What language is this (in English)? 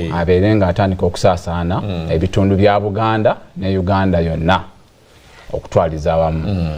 Ganda